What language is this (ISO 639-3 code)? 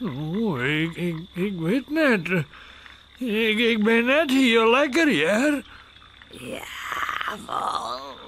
fry